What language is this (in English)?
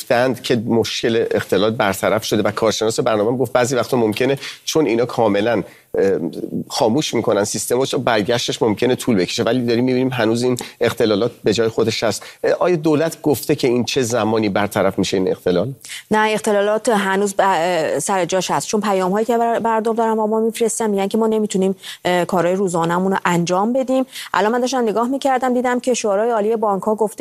Persian